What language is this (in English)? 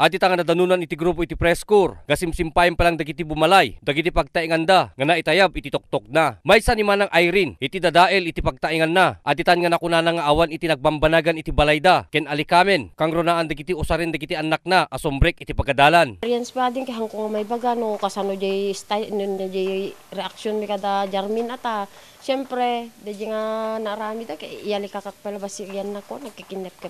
Iloko